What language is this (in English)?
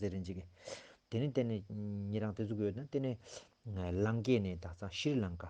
Ladakhi